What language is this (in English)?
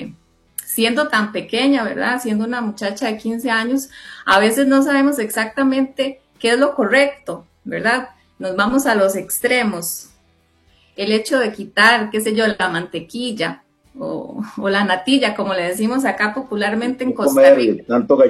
Spanish